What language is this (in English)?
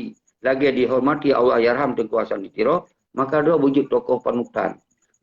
Achinese